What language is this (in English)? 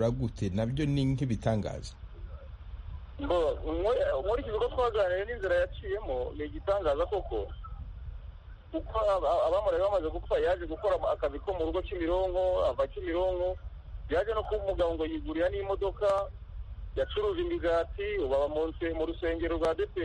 Kinyarwanda